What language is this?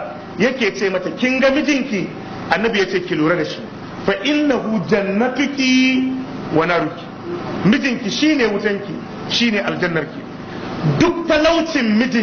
Hausa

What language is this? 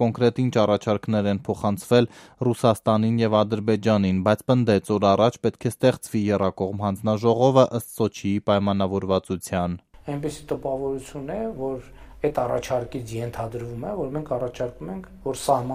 Armenian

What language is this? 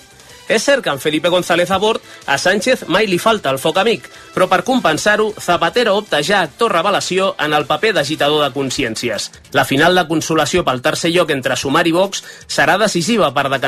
Catalan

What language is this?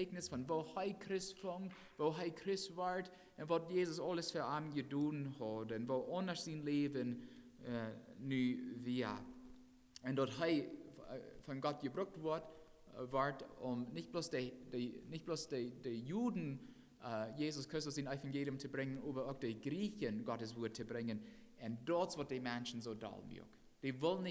Plautdietsch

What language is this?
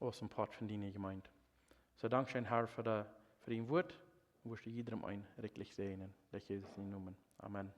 Plautdietsch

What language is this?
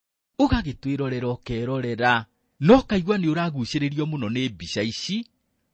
Kikuyu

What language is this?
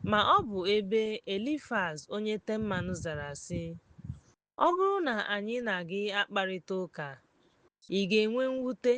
Igbo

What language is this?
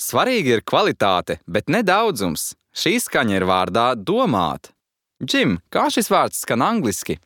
Latvian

